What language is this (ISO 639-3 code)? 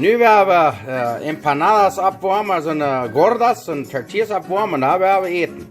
pdt